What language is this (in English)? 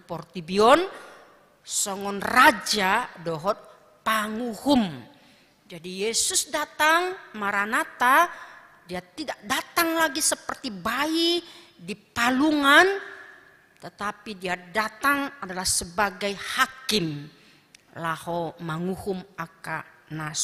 Batak Toba